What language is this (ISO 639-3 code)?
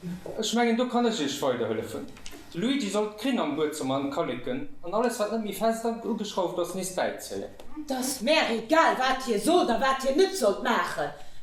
ltz